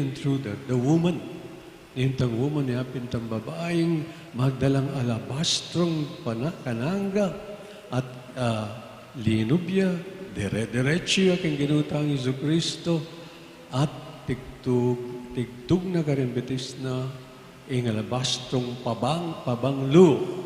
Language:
Pampanga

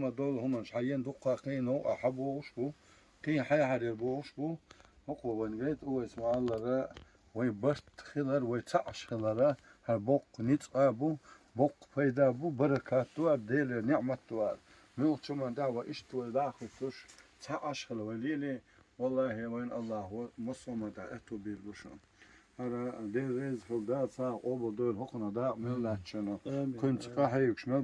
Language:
Chechen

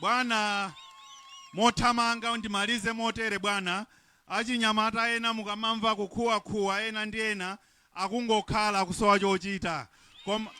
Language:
Nyanja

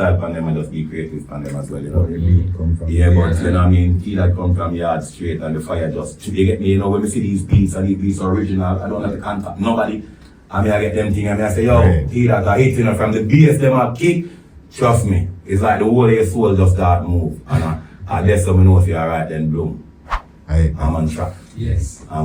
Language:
Jamaican Creole English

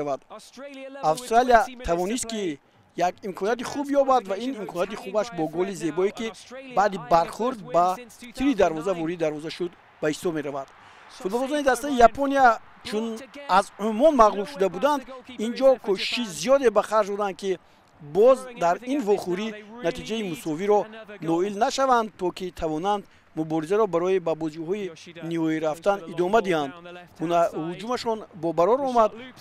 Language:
Tajik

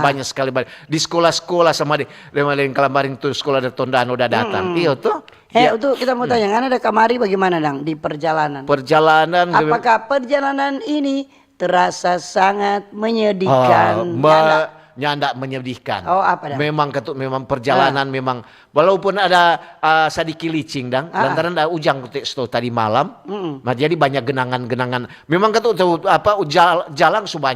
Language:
Manado Malay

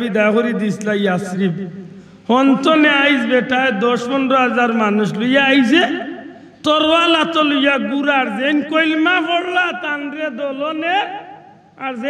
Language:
Sylheti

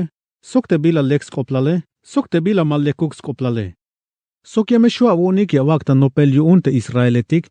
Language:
Tzeltal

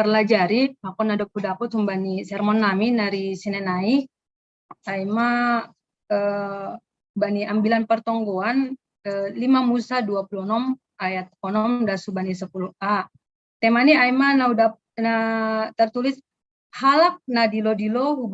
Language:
Batak Simalungun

